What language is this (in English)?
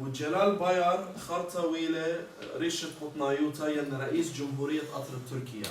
Assyrian Neo-Aramaic